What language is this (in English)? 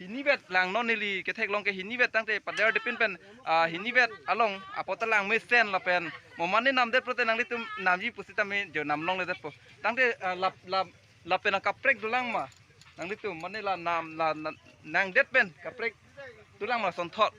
Karbi